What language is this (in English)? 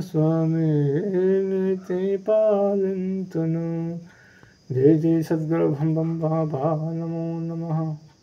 Telugu